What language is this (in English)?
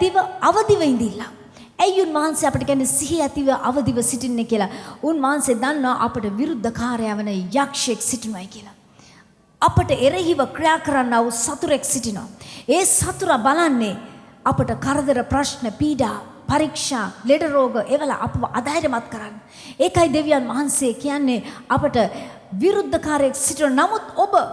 Sinhala